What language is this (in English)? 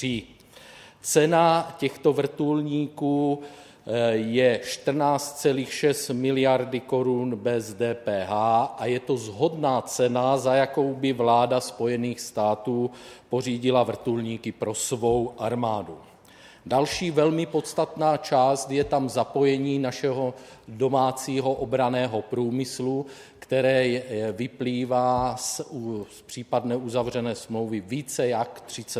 Czech